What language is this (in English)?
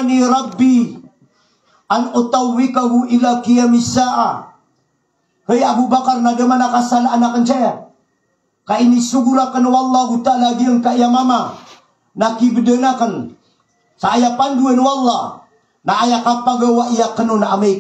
Maranao